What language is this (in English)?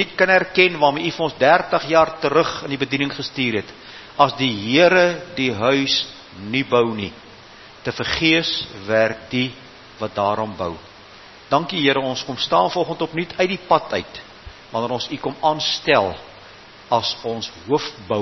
Afrikaans